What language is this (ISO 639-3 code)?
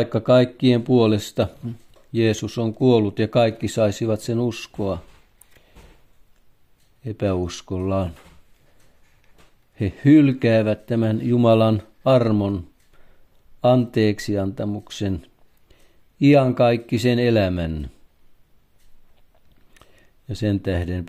fin